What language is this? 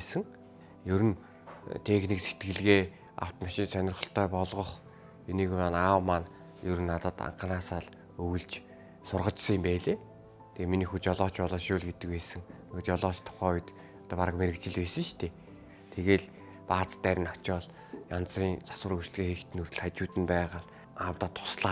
Mongolian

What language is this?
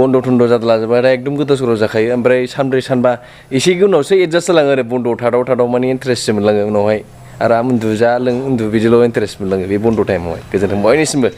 Bodo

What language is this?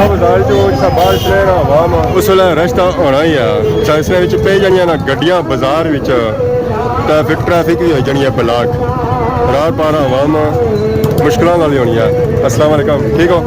Pahari-Potwari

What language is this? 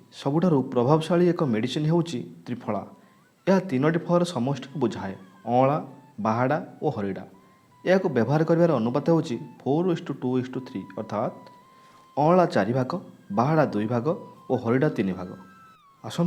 Odia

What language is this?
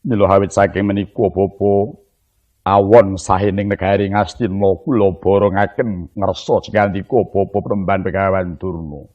Javanese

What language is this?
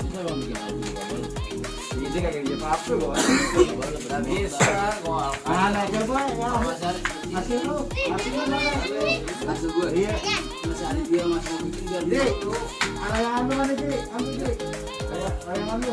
Betawi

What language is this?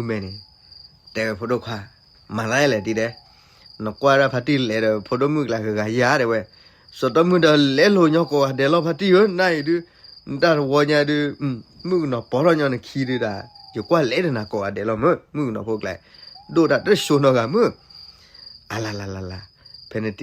S'gaw Karen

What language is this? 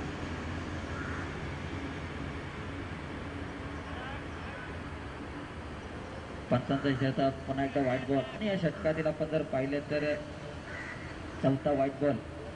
Marathi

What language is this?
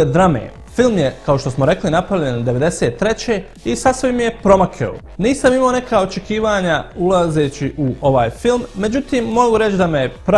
Bosnian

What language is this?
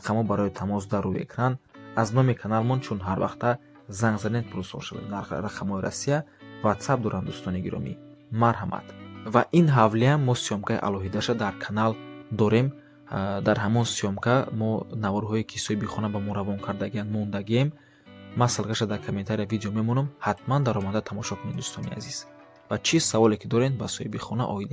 Tajik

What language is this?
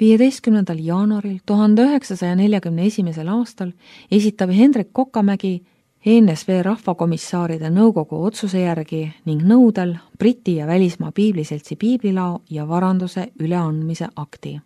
Estonian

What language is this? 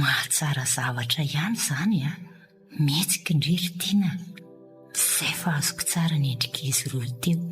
Malagasy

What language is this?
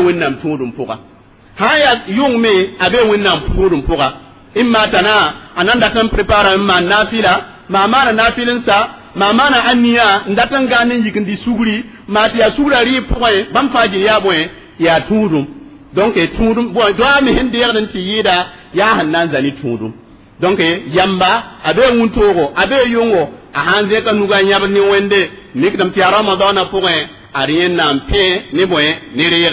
Mossi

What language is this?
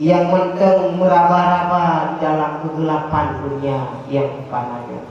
Achinese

